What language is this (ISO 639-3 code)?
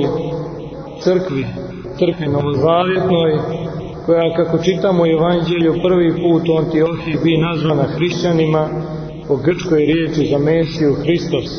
srp